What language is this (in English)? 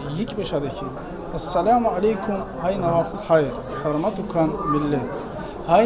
Tsakhur